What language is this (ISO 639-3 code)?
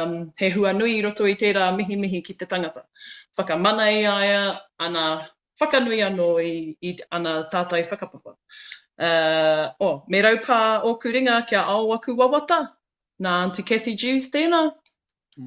mri